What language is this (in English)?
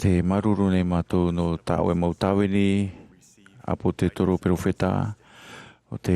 Tahitian